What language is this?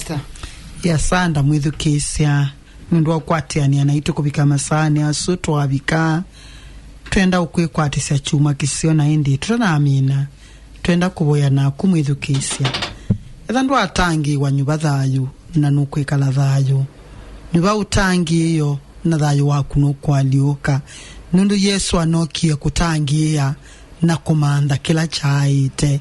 Kamba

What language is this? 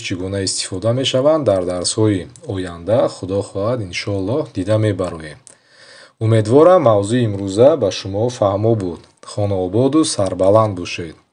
Tajik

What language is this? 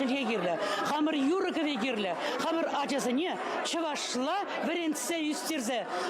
Chuvash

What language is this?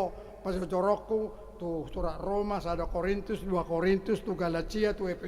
Batak Toba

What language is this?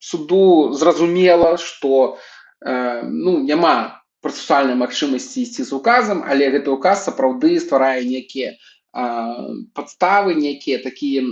Belarusian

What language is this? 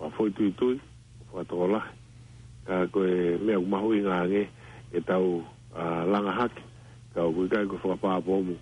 Tongan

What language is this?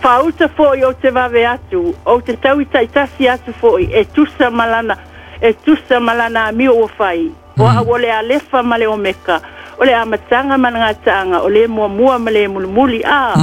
Samoan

